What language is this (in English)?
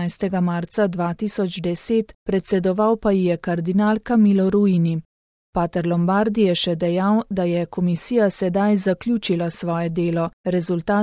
Slovenian